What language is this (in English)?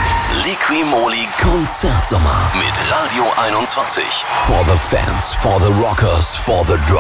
German